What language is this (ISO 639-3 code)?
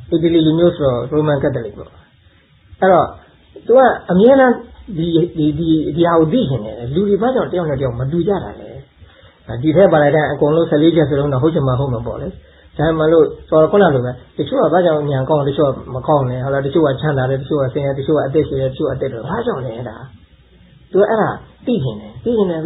mya